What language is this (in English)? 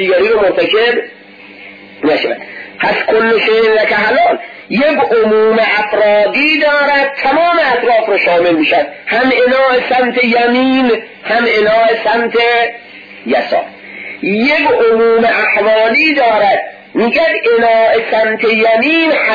Persian